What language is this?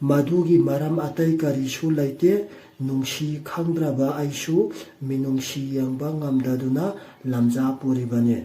Manipuri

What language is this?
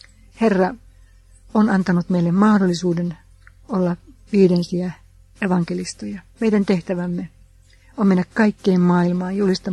Finnish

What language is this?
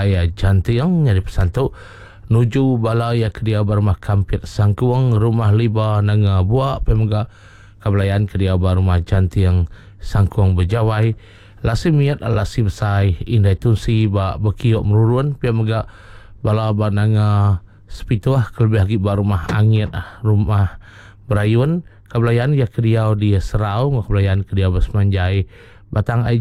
Iban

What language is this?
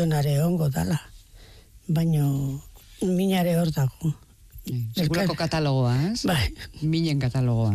Basque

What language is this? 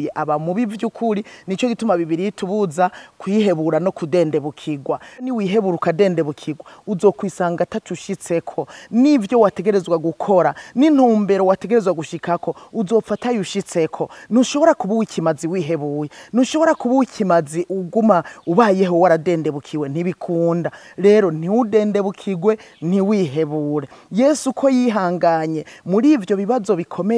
Rundi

